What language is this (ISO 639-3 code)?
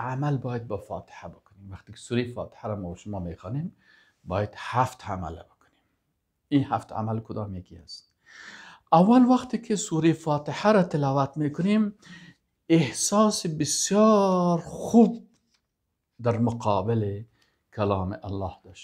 fas